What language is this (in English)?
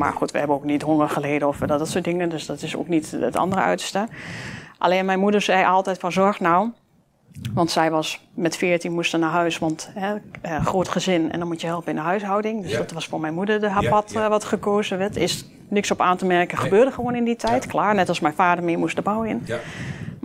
Dutch